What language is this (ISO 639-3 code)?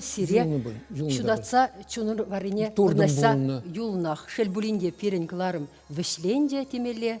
chv